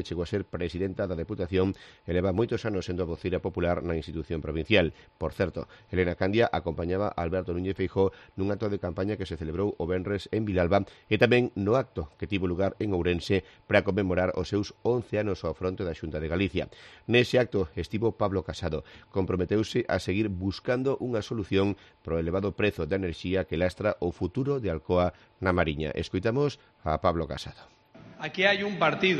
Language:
Galician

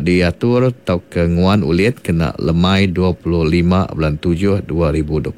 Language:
Iban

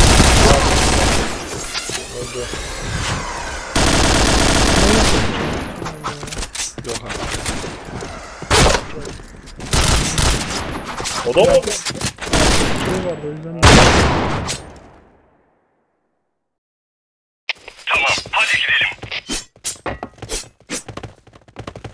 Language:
Turkish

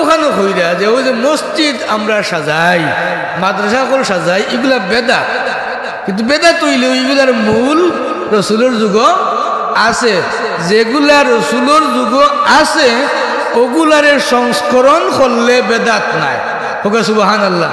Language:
Sylheti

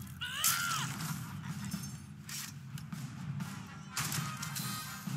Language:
English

